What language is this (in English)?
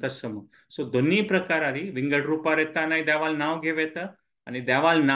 Konkani